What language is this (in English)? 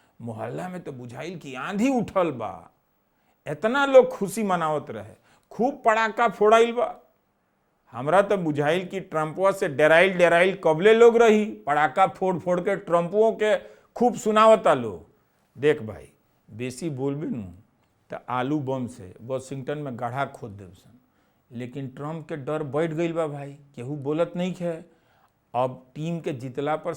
Bhojpuri